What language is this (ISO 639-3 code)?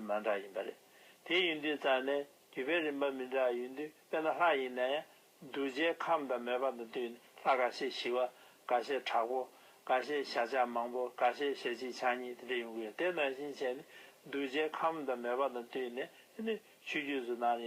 bod